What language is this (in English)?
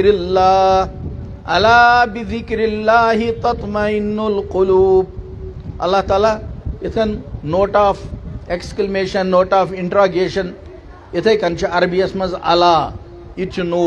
Kashmiri